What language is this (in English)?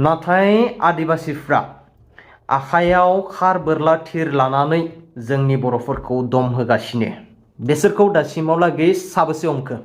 Bodo